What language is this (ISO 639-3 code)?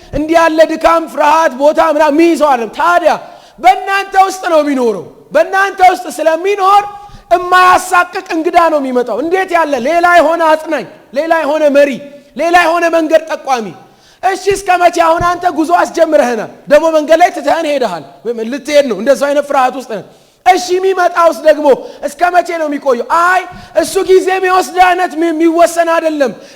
amh